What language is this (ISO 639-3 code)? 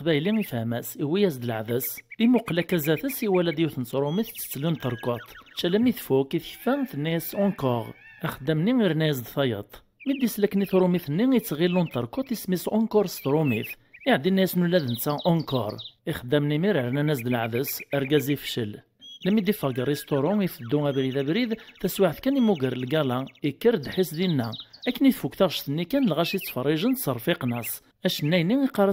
kab